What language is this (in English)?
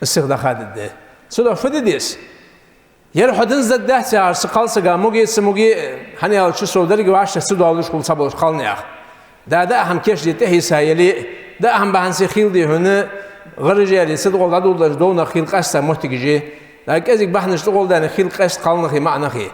Ingush